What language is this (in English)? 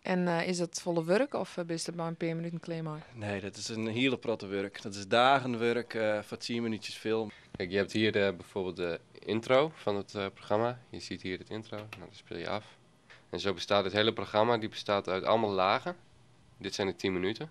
Western Frisian